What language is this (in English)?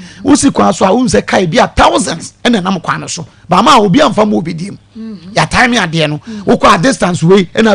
Akan